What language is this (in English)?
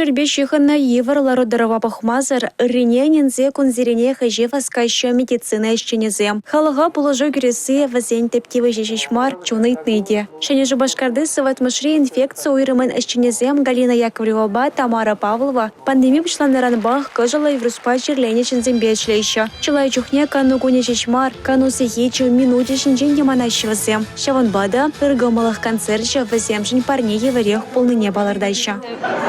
Chuvash